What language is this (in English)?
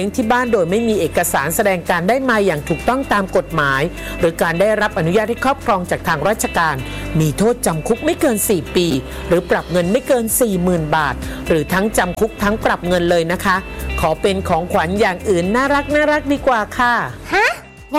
Thai